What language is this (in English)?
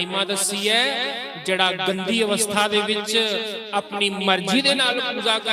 Dogri